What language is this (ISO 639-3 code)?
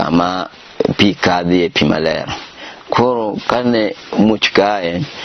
luo